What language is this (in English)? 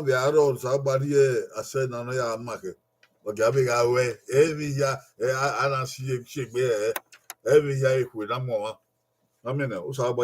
Bini